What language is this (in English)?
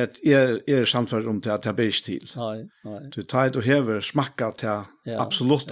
Faroese